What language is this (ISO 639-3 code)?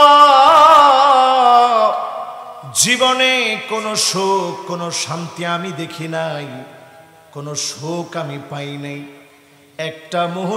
ben